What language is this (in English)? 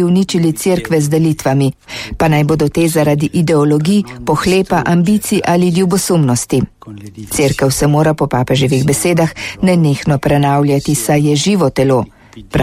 Slovenian